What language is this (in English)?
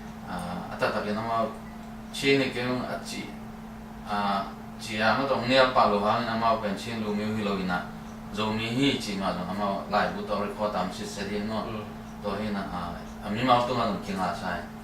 Tedim Chin